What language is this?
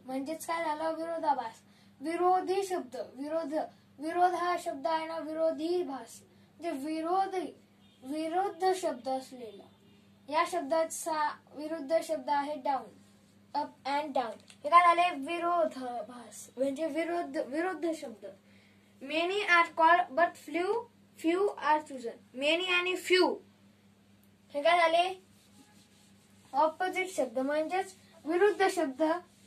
Marathi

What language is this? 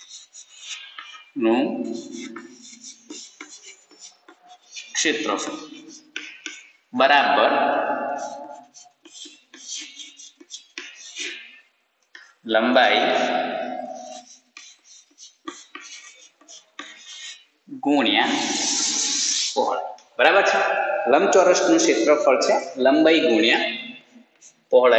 Gujarati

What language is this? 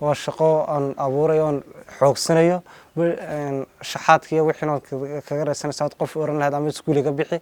Somali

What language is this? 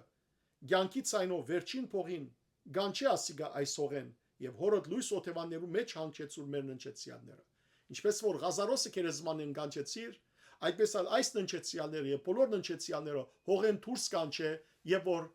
Western Armenian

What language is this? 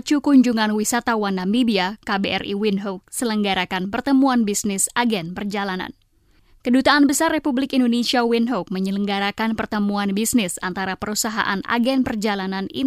Indonesian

